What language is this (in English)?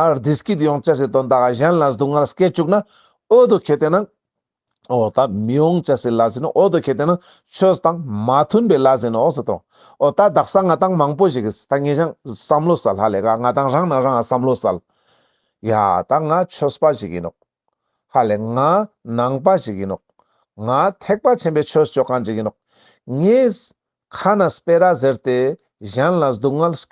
Ladakhi